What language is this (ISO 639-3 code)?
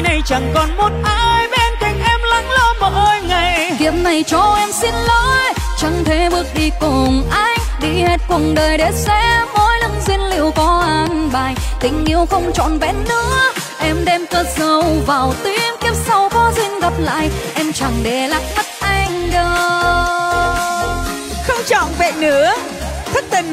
vie